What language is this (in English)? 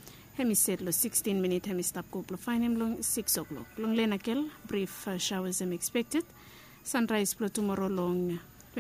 Bislama